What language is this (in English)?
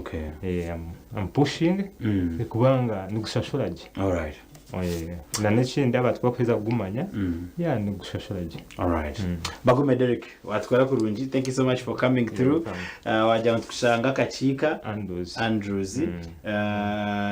Nyankole